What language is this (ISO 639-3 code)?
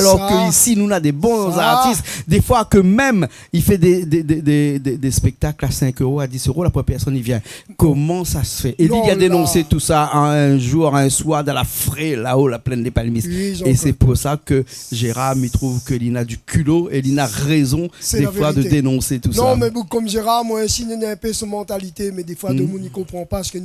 rcf